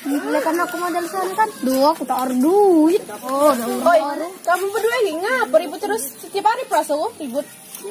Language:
Musi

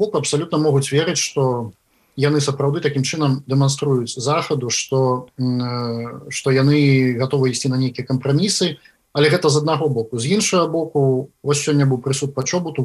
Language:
Belarusian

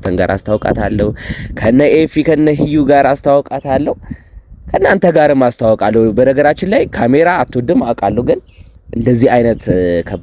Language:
Amharic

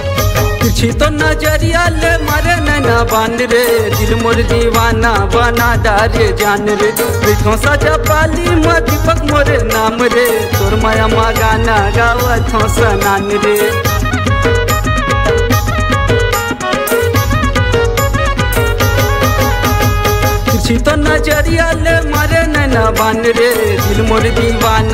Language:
Chhattisgarhi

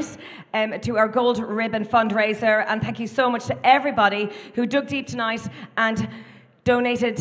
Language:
English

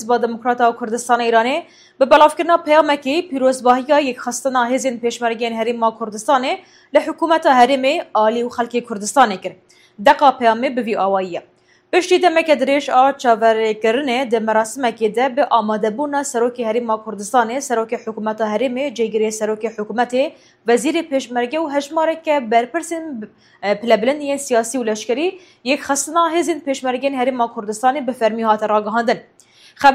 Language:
Kurdish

